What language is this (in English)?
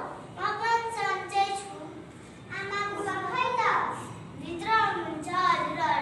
Nepali